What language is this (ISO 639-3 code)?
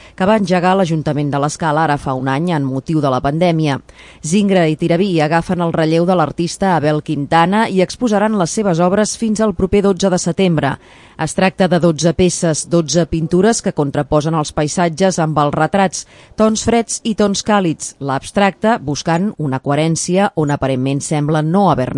cat